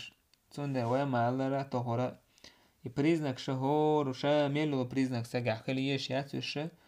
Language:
Chechen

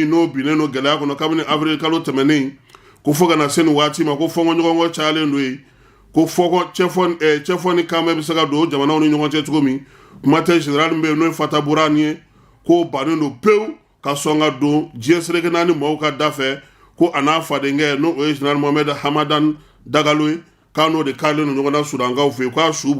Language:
Bambara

